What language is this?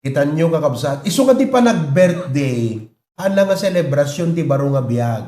Iloko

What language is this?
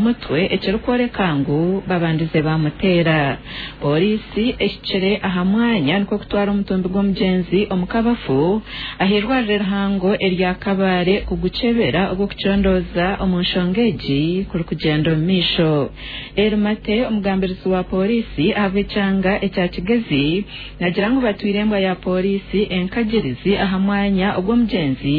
Nyankole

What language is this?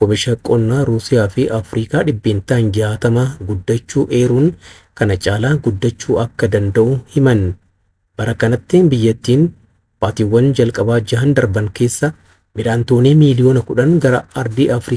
Oromo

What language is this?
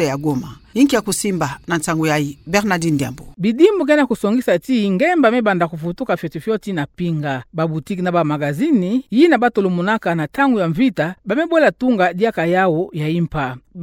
Kituba (Democratic Republic of Congo)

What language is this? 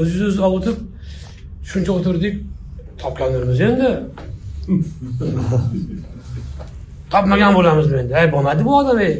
Uzbek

